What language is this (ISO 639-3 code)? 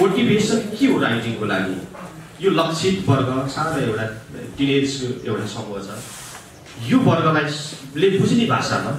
nep